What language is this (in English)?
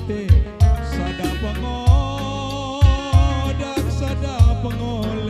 Batak Karo